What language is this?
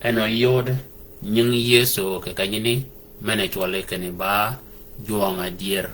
Shilluk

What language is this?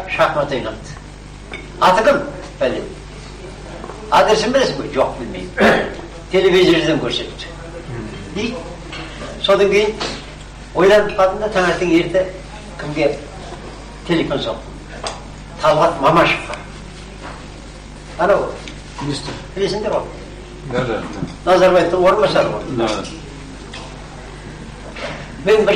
Kazakh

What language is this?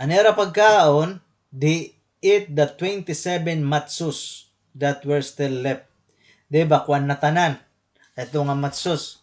Waray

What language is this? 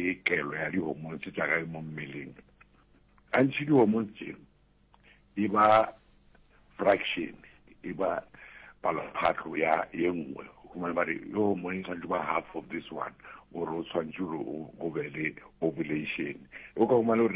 Northern Sotho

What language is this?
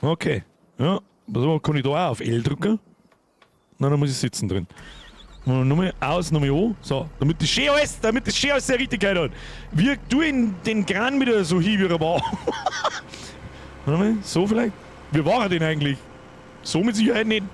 Bavarian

